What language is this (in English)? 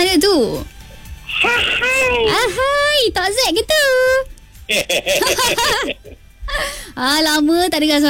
Malay